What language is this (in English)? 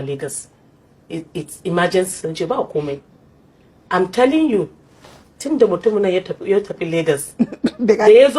Hausa